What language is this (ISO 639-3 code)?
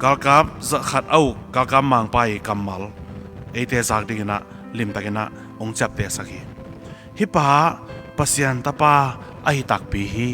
ctd